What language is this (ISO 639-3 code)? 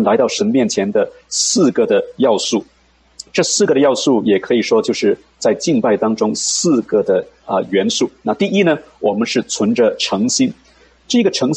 zho